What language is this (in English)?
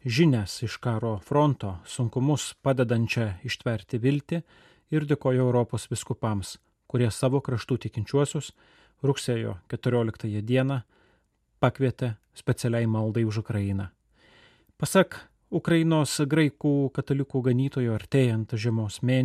Lithuanian